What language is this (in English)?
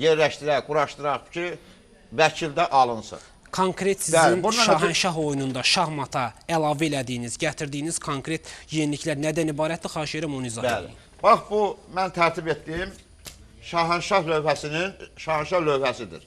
Azerbaijani